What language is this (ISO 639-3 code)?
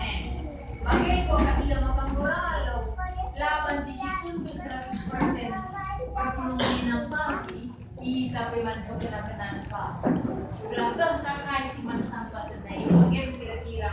btx